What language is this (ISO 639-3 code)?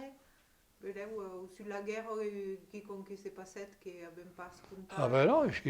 oci